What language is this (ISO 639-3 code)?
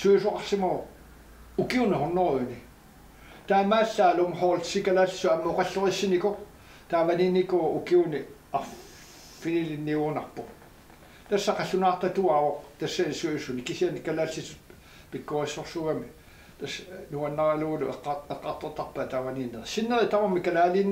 kal